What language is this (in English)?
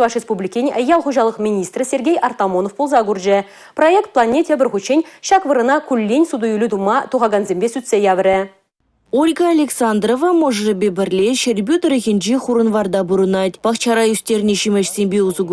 Chuvash